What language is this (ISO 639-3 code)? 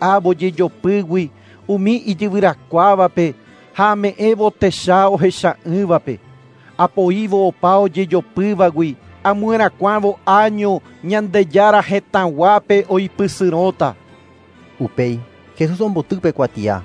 grn